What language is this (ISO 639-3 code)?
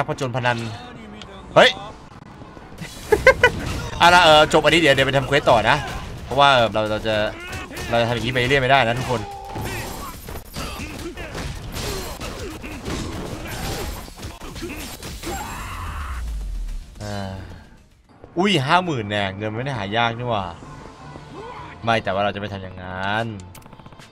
tha